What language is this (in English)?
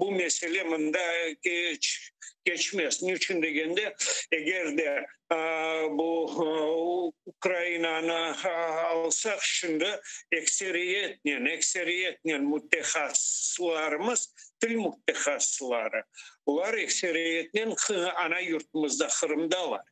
Crimean Tatar